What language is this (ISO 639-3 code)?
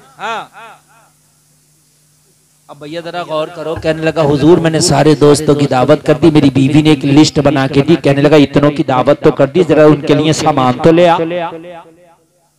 hin